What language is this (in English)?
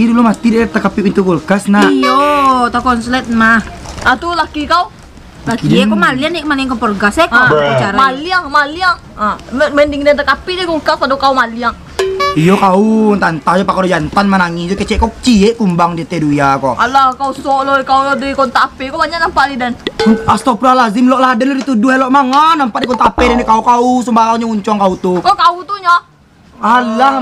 Minangkabau